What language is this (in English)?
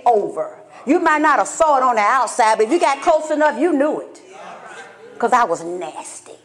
English